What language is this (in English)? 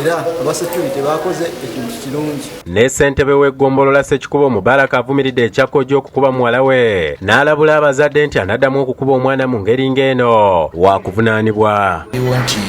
Ganda